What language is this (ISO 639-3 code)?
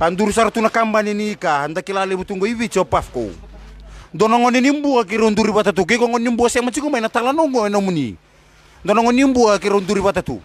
fij